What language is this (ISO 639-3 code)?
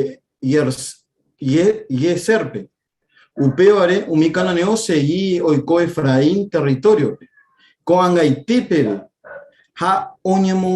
grn